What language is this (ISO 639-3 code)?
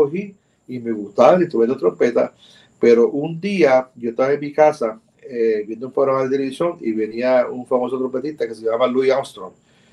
spa